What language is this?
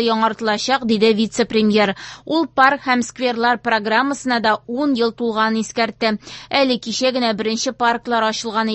Tatar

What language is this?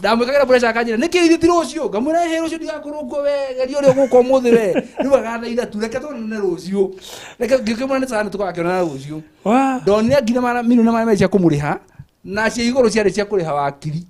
Kikuyu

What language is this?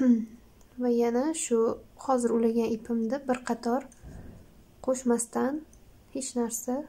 Uzbek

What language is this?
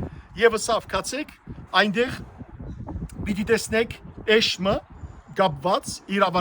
Western Armenian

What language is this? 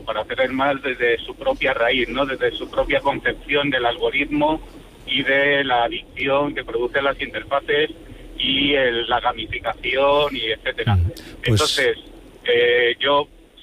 Spanish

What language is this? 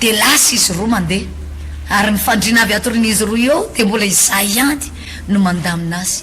Malagasy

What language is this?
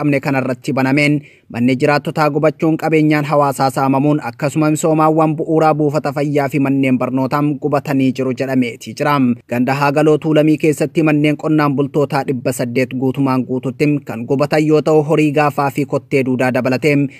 Oromo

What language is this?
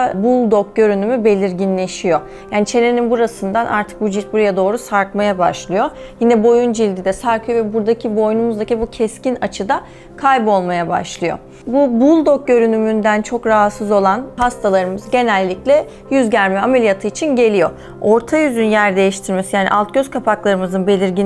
Turkish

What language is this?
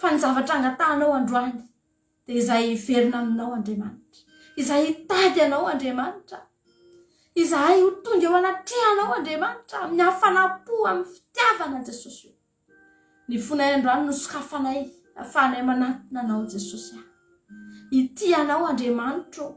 Malagasy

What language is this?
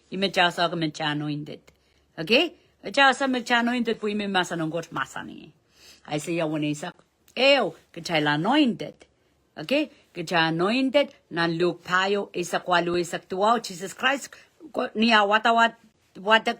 Pohnpeian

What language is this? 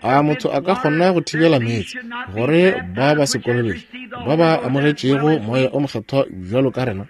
Northern Sotho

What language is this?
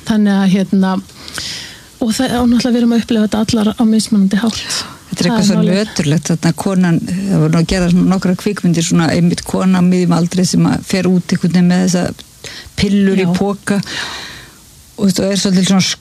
Icelandic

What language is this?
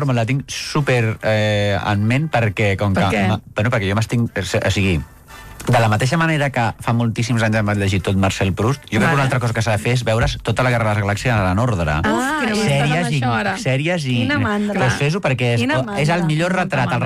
Catalan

